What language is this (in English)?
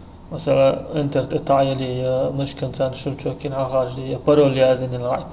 Chechen